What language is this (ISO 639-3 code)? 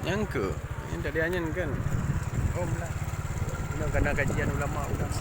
ace